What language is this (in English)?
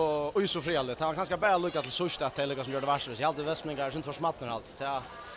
Faroese